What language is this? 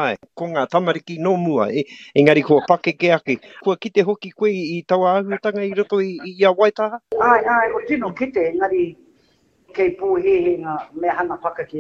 Māori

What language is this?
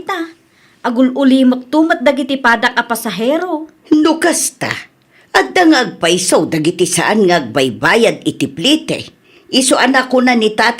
Iloko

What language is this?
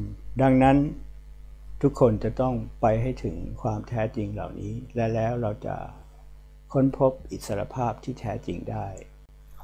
Thai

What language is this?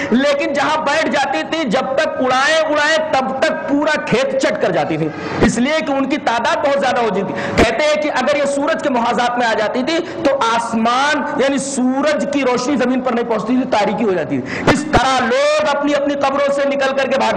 Urdu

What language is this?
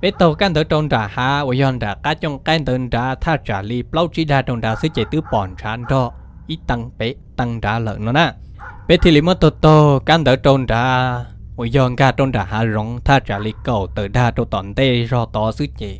Hmong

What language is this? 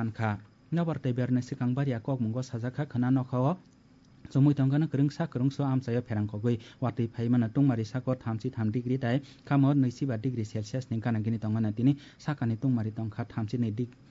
Kok Borok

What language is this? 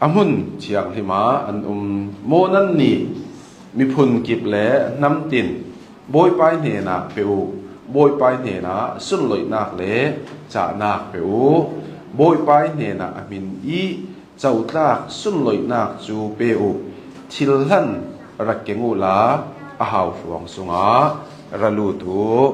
Hakha Chin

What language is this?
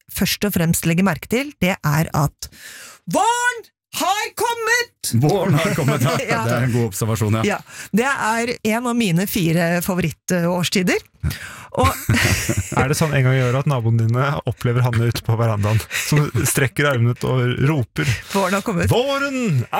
Norwegian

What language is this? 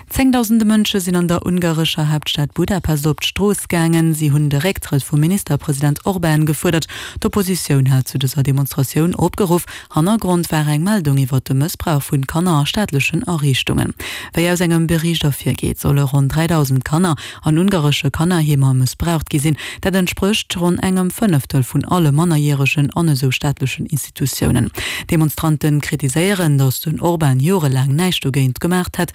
Luxembourgish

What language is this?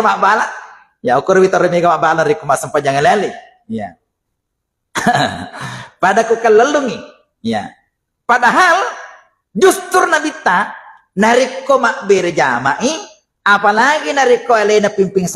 Buginese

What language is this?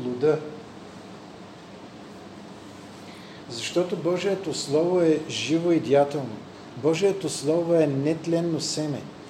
Bulgarian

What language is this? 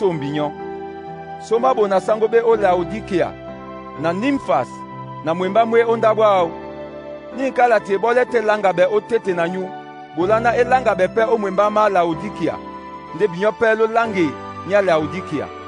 Duala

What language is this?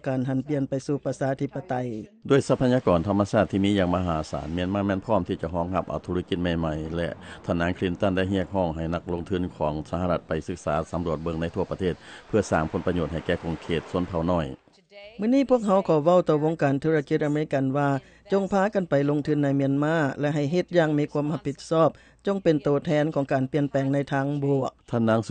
Lao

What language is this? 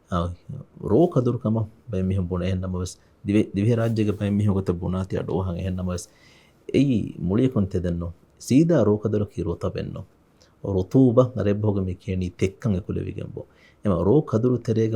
Divehi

